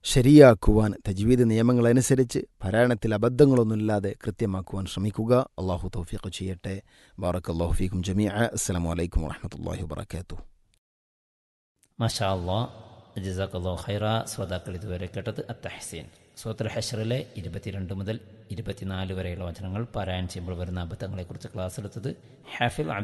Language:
Malayalam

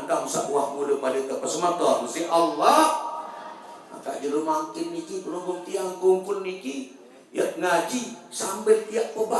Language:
Sasak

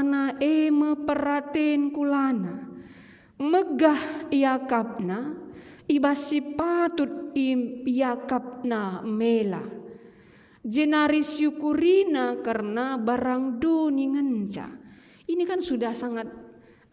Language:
Batak Karo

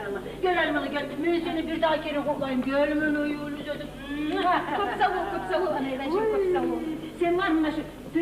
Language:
Kumyk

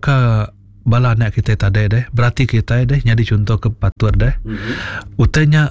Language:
Iban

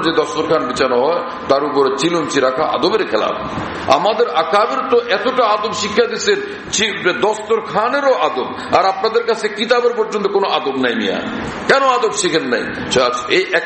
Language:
Bangla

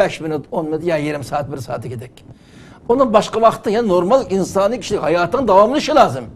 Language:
Uyghur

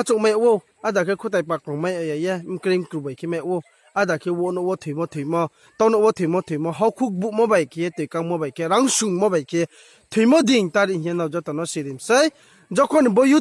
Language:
Riang (India)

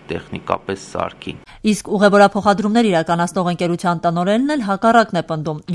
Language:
Armenian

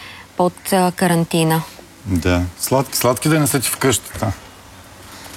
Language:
Bulgarian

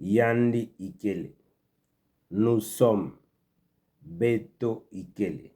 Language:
Kituba (Democratic Republic of Congo)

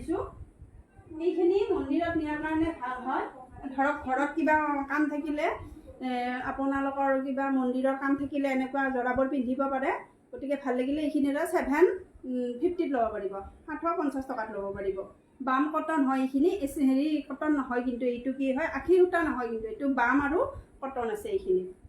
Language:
Assamese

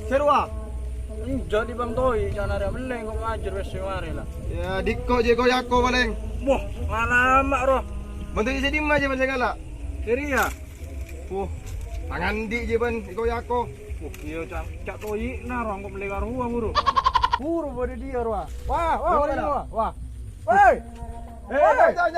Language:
Madurese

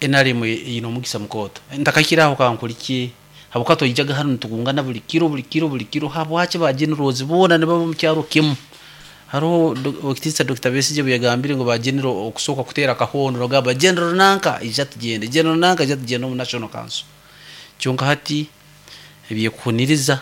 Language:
Nyoro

